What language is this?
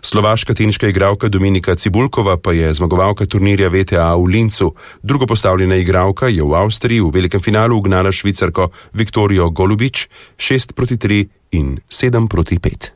Slovenian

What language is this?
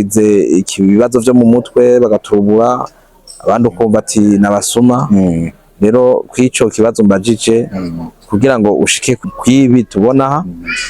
Rundi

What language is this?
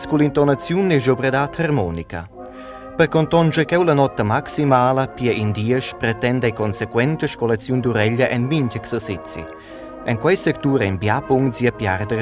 Romansh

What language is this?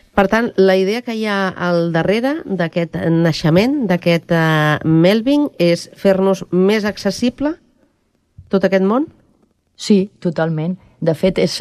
Catalan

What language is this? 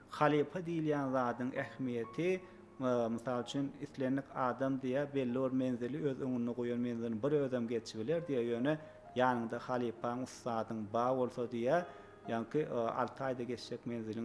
Turkmen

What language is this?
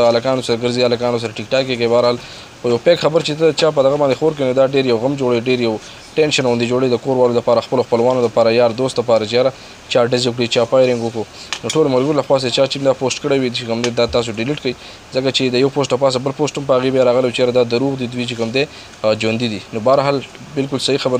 Pashto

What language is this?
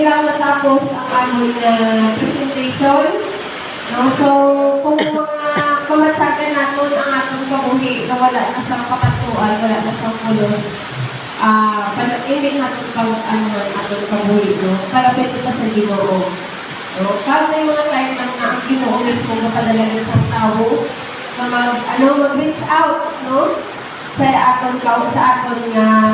Hiligaynon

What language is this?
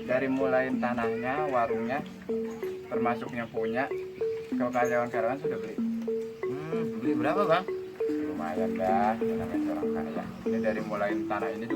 Betawi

